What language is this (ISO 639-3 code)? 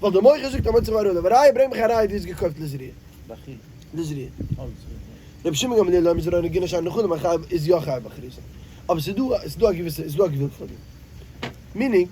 yid